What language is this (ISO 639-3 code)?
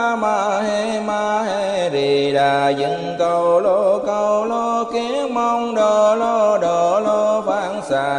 vie